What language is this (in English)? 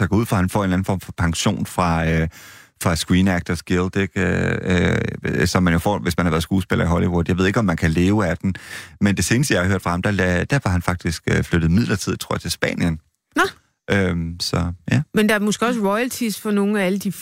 Danish